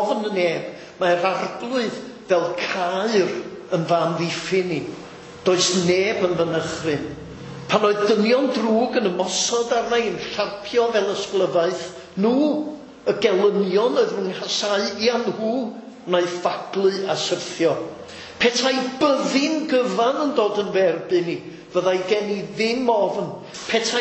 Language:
Welsh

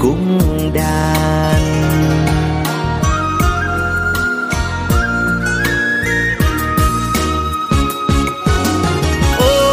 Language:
Vietnamese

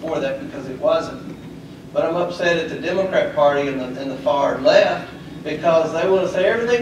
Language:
English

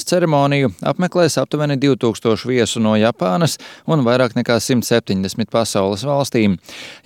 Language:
Latvian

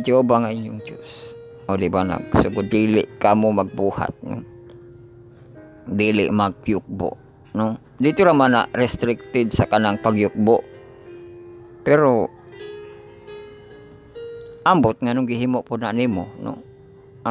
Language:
Cebuano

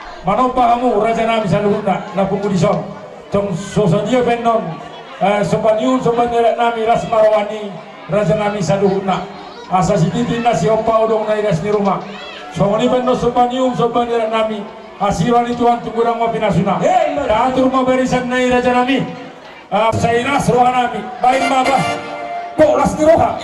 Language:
Batak Toba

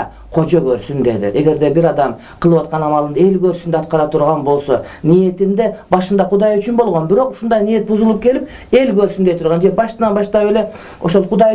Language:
Kyrgyz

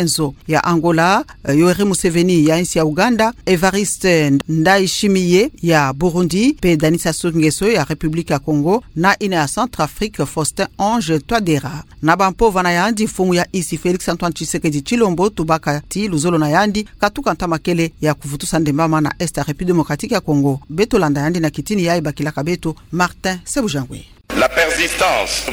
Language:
Kituba (Democratic Republic of Congo)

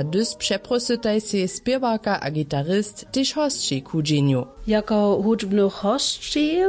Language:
Upper Sorbian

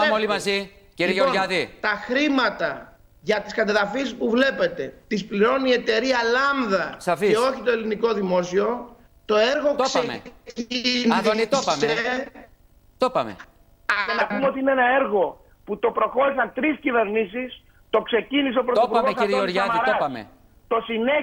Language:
Greek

